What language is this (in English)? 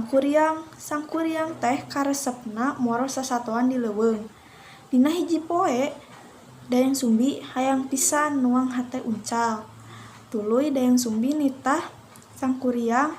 Sundanese